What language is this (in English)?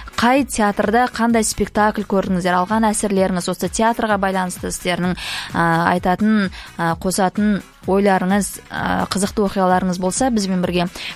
Kazakh